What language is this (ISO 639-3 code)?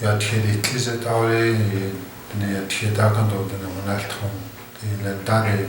chp